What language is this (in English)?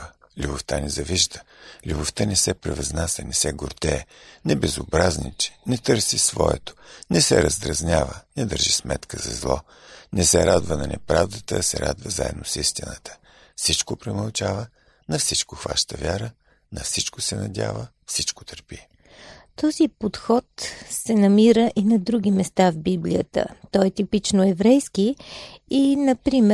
Bulgarian